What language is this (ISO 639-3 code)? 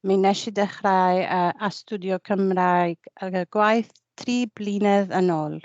cym